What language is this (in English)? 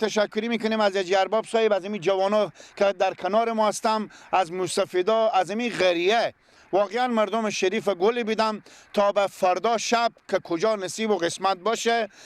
Persian